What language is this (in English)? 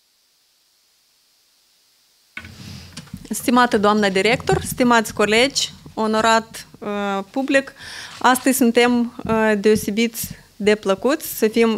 Romanian